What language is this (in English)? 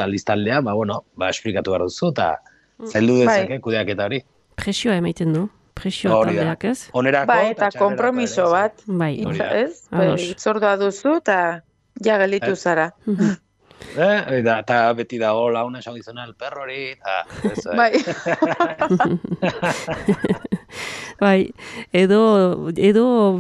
Basque